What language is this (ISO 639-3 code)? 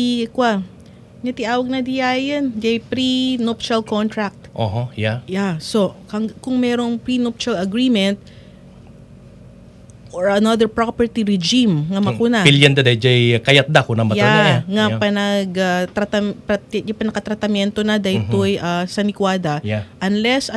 ilo